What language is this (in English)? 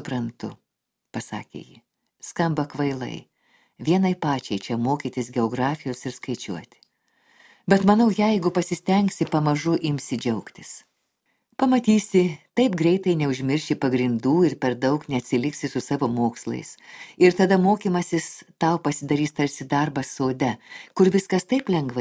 Lithuanian